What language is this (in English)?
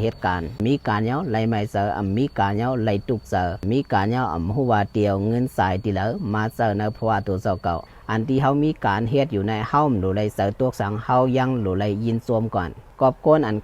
Shan